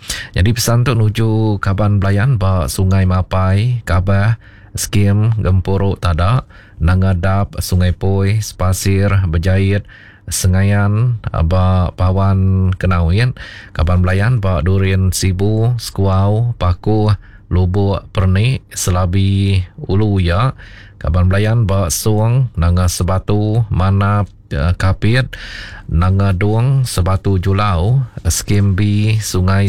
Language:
Iban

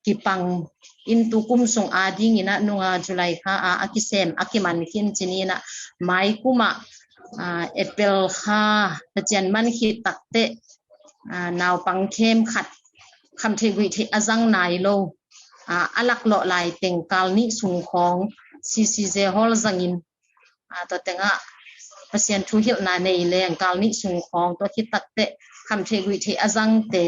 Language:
Tedim Chin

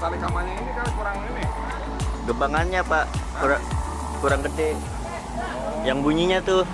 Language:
Betawi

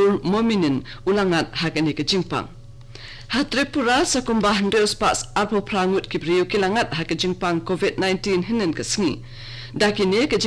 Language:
Khasi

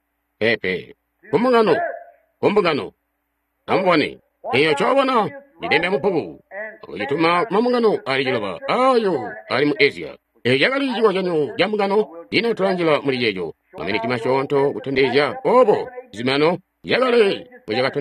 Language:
Tonga (Zambia)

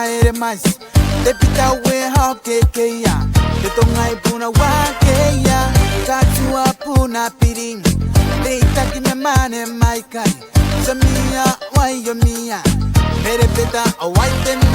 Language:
Gilbertese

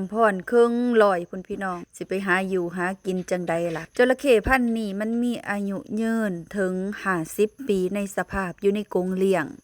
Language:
Lao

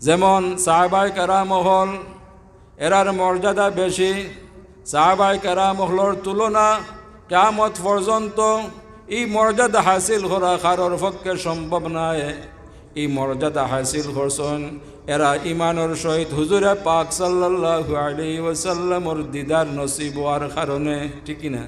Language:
Sylheti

